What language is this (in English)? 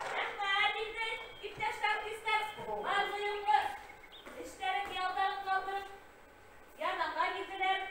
Bashkir